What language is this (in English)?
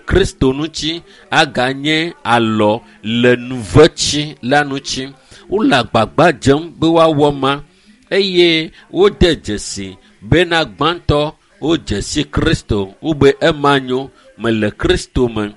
Ewe